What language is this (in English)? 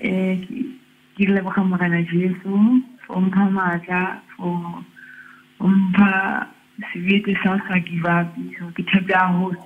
Southern Sotho